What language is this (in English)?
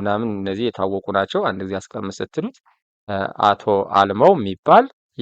Amharic